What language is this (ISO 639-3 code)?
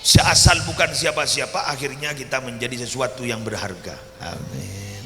mad